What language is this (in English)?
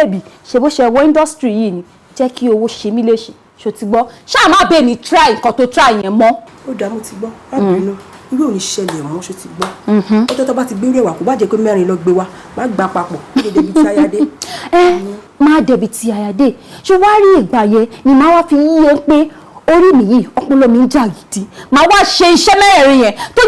Yoruba